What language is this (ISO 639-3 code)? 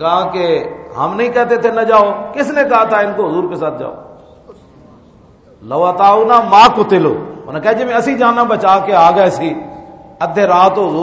urd